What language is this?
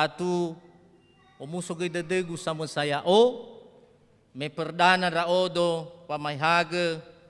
Nias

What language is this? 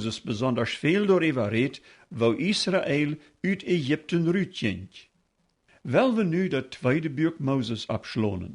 Plautdietsch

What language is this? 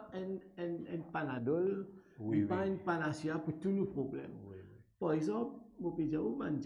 Morisyen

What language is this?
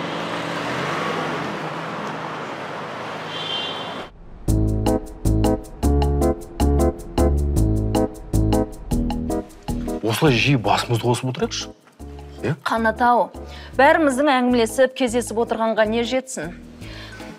Kazakh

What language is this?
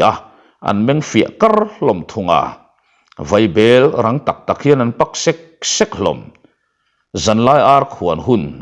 Mizo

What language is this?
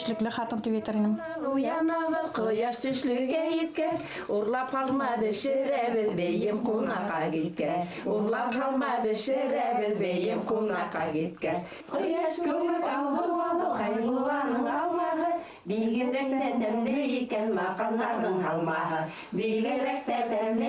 Bashkir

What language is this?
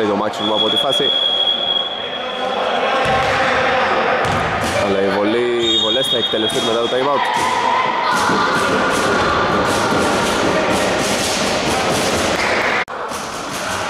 Greek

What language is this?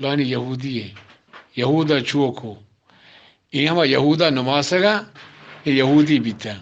Eastern Balochi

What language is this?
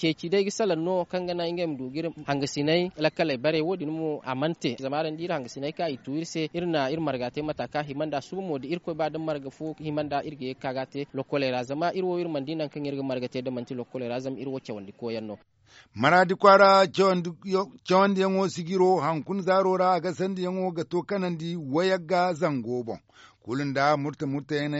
Zarma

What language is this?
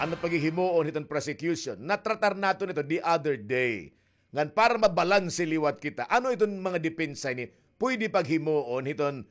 Waray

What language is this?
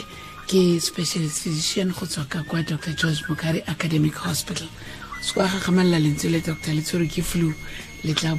Tswana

